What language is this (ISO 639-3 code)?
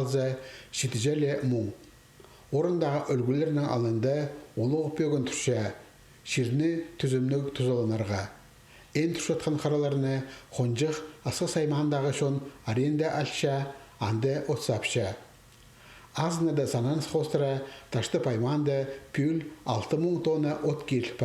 kjh